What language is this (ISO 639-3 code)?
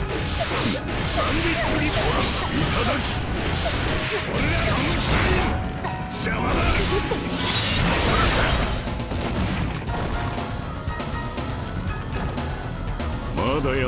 jpn